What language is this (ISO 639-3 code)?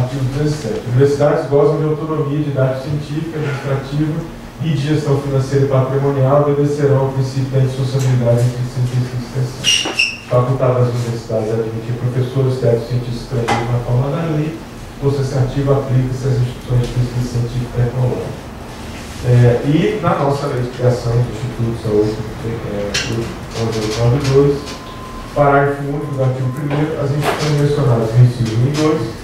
por